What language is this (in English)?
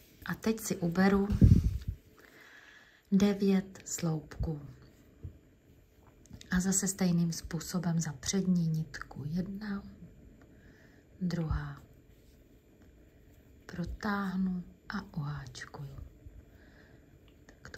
Czech